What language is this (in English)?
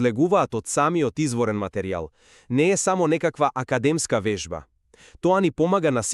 Macedonian